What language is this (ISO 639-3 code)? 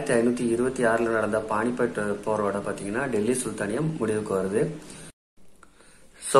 tam